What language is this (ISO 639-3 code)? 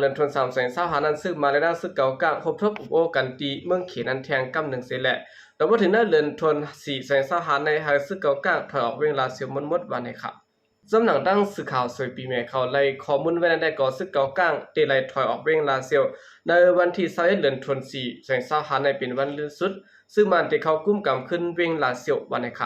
shn